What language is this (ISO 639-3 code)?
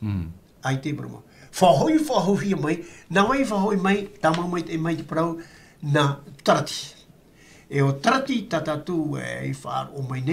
tah